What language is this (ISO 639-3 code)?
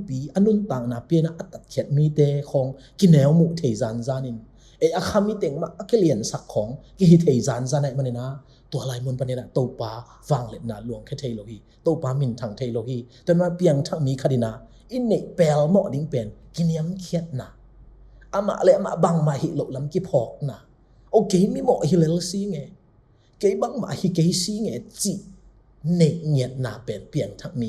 ctd